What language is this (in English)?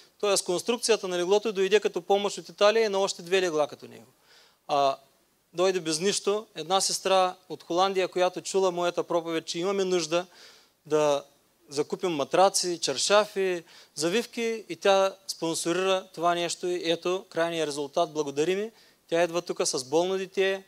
Bulgarian